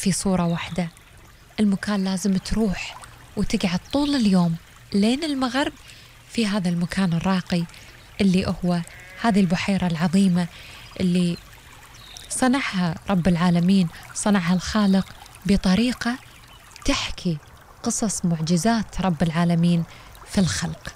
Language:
Gulf Arabic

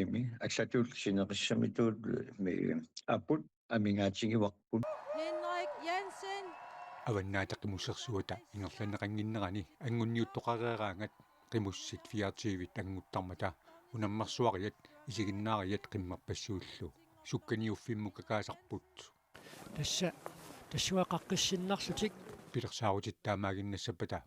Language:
Kalaallisut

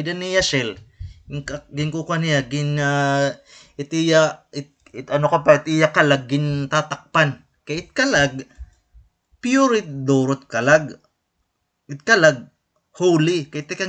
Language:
Waray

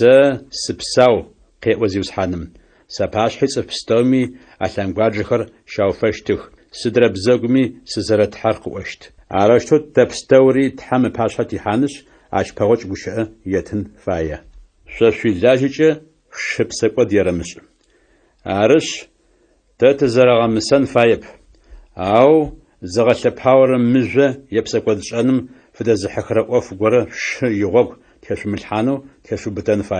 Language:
Adyghe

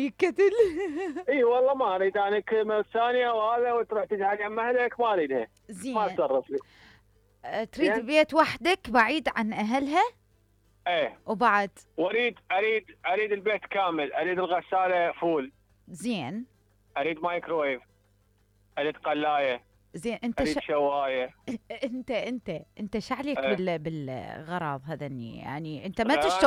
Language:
Mesopotamian Arabic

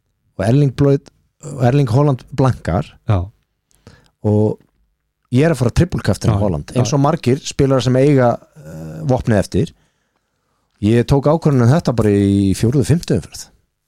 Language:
Icelandic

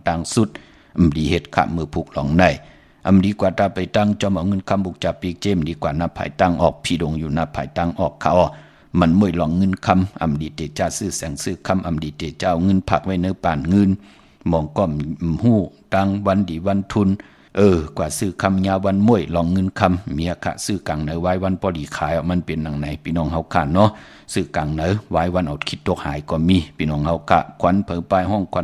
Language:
Shan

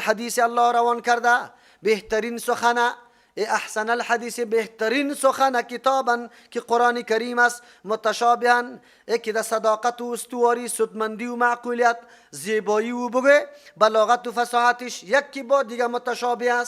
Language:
Persian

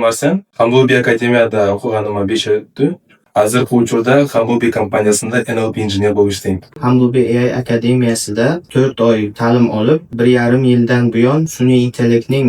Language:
Uzbek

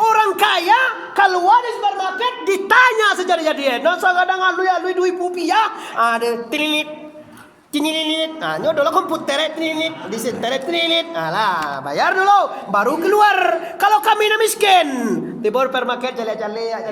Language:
Minangkabau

